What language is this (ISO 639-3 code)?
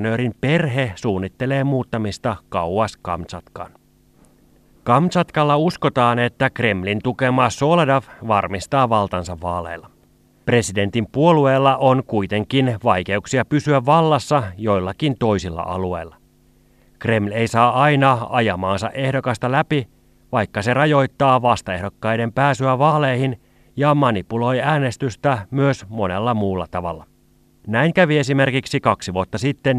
fin